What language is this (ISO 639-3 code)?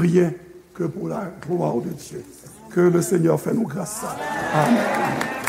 hat